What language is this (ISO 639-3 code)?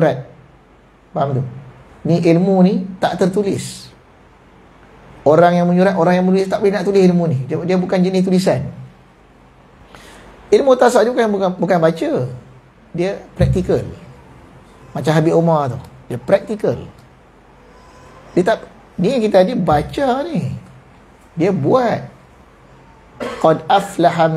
msa